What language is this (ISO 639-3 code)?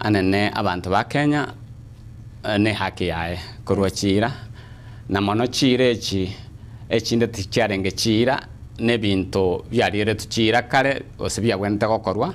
guz